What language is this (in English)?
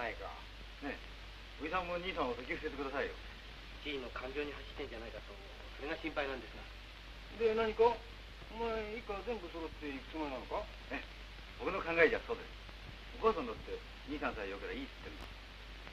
Japanese